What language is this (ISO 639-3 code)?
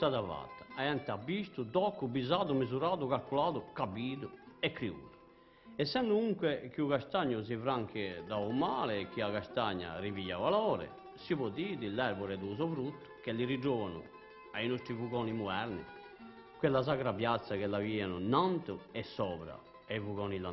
cos